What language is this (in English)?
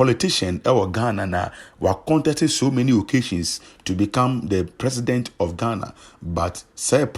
Akan